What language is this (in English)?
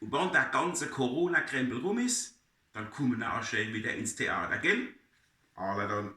Palatine German